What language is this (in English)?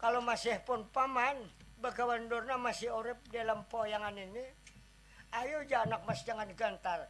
Banjar